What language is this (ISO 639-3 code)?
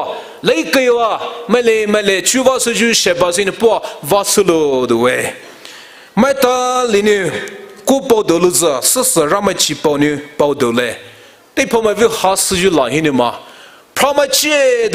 pmx